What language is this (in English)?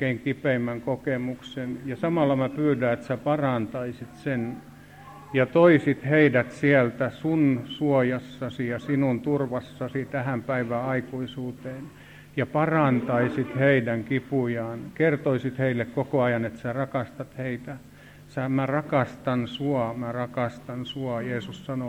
Finnish